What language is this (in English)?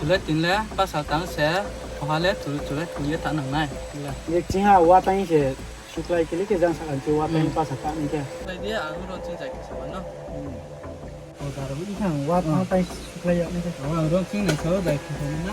Riang (India)